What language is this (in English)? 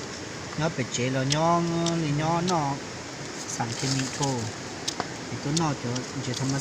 Hmong